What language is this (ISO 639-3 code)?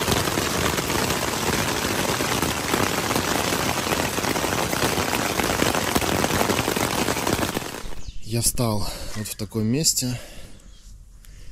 rus